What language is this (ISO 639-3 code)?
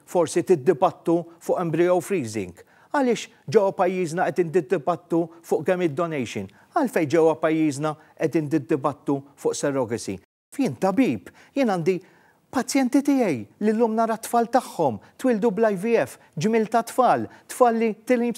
mlt